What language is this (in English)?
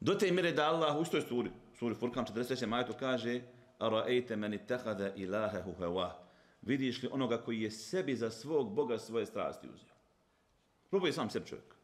Bosnian